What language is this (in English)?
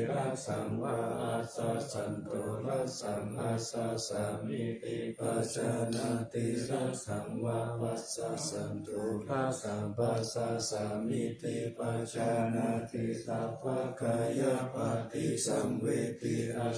Pali